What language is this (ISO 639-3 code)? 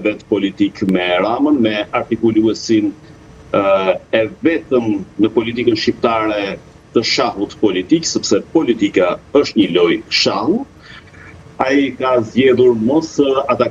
sqi